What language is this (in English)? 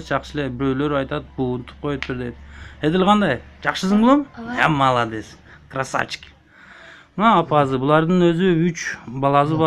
Kyrgyz